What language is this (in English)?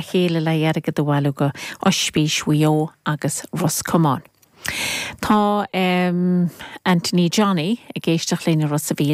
Irish